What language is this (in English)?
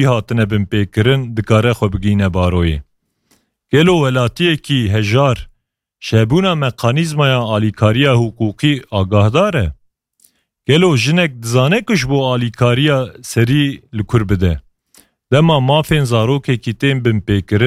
Kurdish